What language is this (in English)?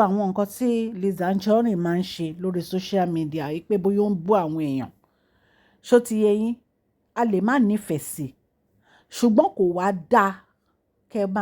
Yoruba